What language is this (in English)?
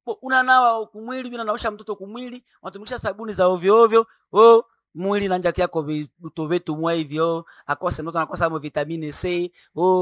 Swahili